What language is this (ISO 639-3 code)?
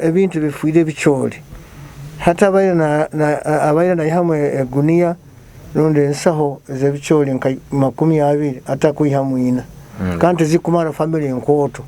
nyo